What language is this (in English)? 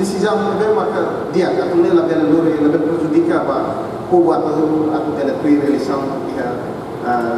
Tetum